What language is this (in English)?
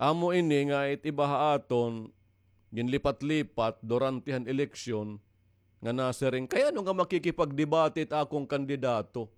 Waray